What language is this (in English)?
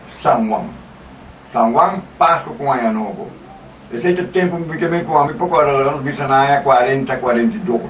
Papiamento